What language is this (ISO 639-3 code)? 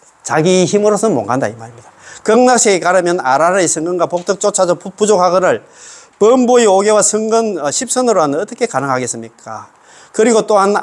kor